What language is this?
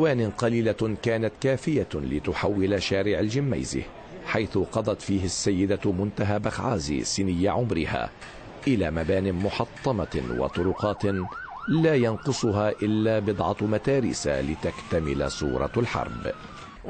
Arabic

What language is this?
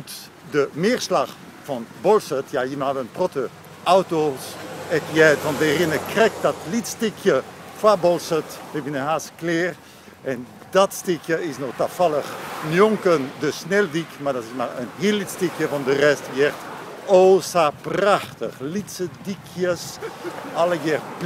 Western Frisian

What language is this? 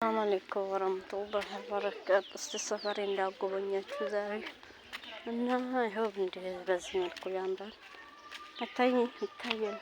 Amharic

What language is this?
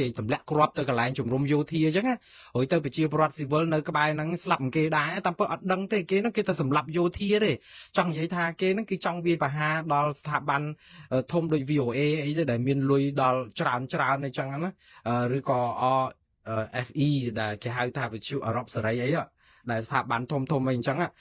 Khmer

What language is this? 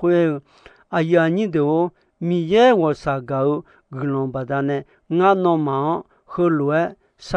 Akha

